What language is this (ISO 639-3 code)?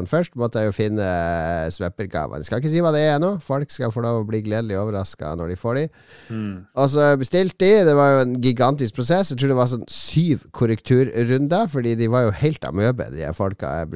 nor